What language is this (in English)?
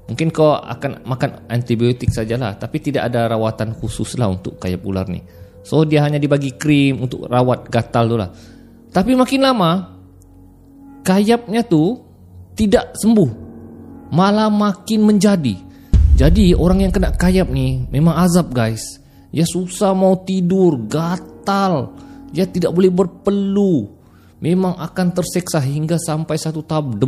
Malay